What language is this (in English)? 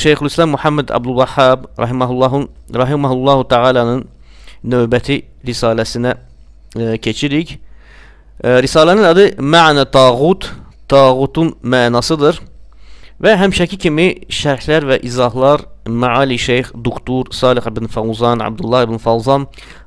Azerbaijani